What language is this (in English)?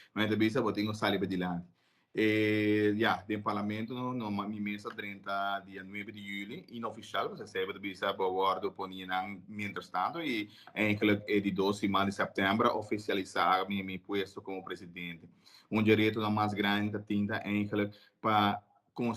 Papiamento